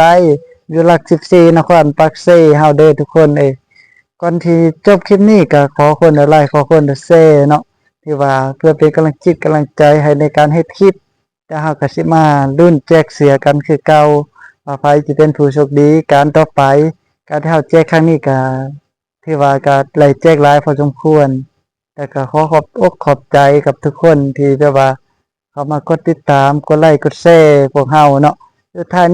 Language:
Lao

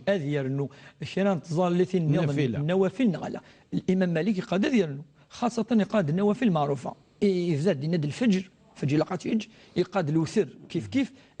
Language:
Kabyle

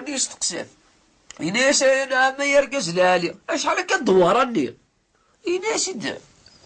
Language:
Kabyle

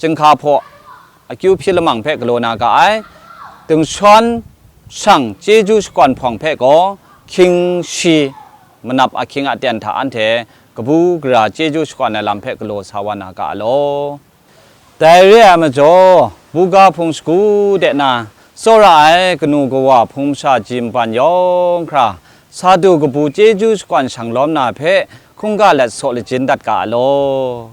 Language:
Kachin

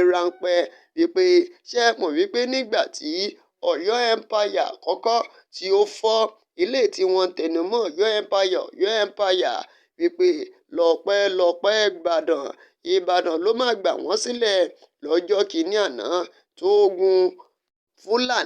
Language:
Yoruba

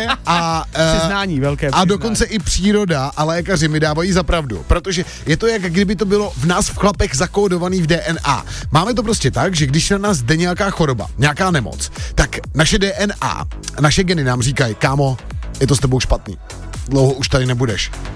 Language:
Czech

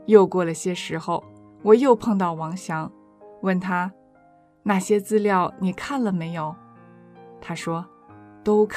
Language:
Chinese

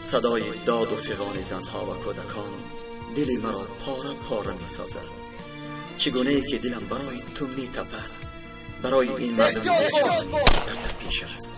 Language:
Tajik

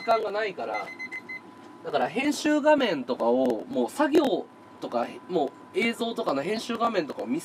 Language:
Japanese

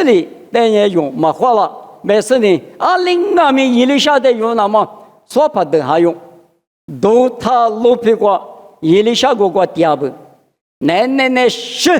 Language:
Lisu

